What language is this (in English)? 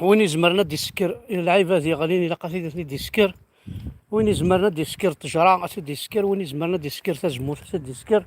Kabyle